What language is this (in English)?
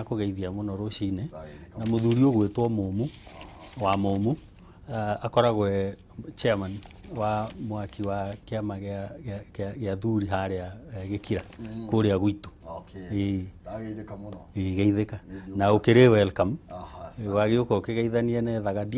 Kikuyu